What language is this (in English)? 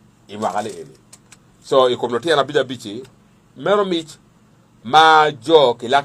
Acoli